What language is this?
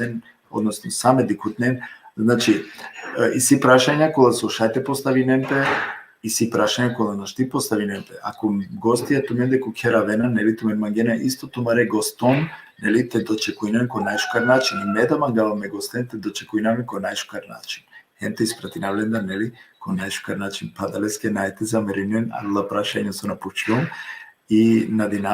Balkan Romani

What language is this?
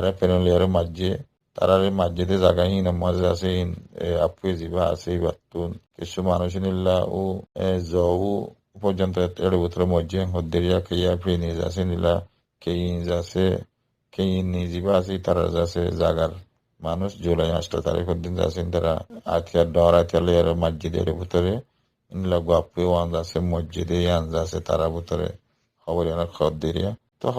Rohingya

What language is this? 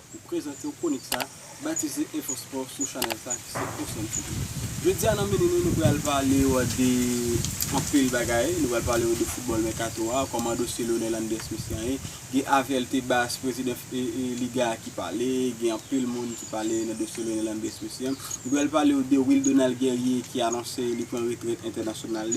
Haitian Creole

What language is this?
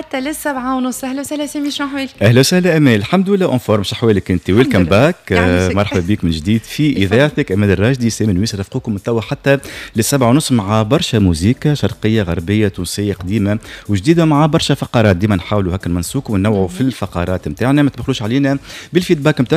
Tunisian Arabic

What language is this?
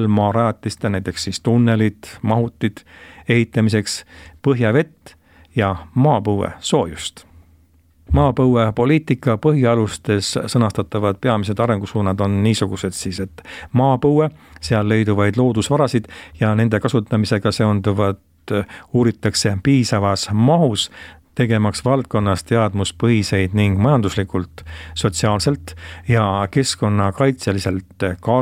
Estonian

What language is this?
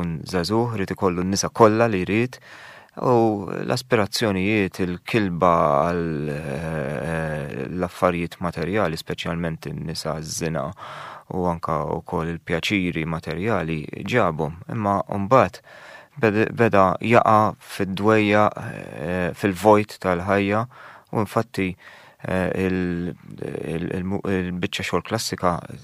Maltese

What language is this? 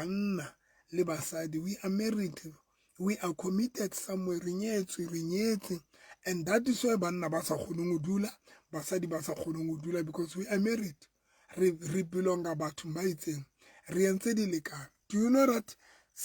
Southern Sotho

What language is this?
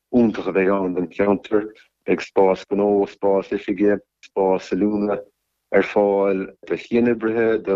Irish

